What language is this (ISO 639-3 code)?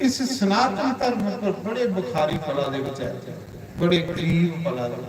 doi